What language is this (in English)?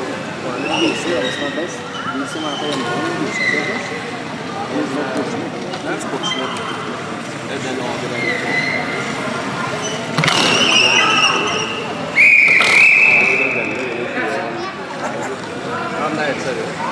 Norwegian